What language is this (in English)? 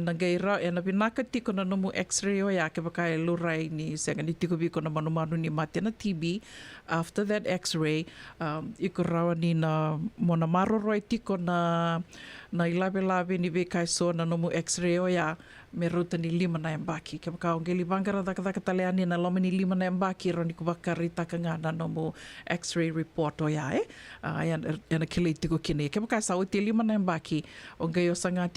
Fijian